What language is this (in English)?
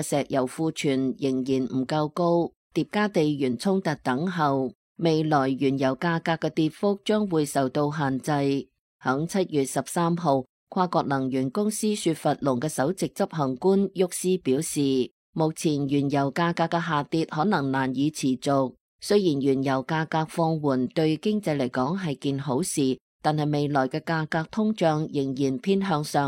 Cantonese